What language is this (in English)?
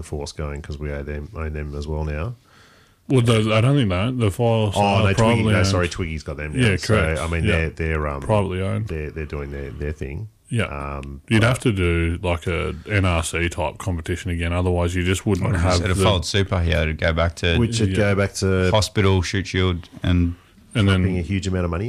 English